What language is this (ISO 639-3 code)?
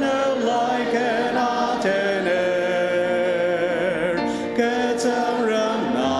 njo